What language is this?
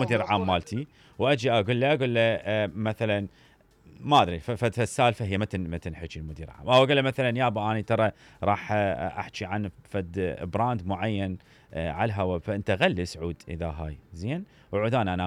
Mesopotamian Arabic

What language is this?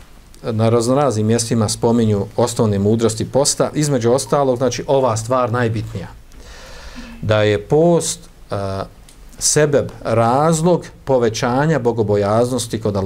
Bosnian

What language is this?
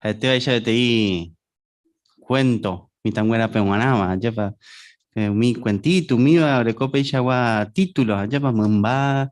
Guarani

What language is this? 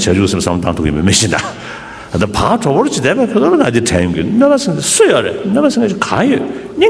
Tibetan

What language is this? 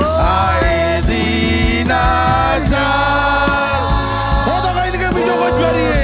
Marshallese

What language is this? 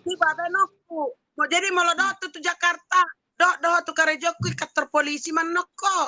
Batak Toba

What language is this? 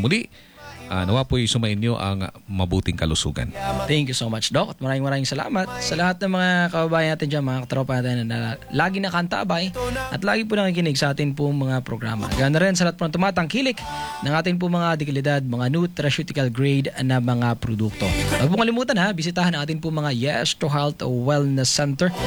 Filipino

